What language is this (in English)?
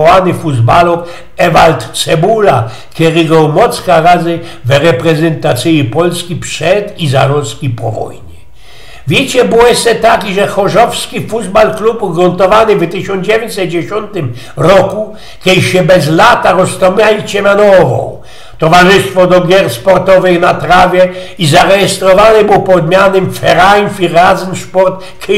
Silesian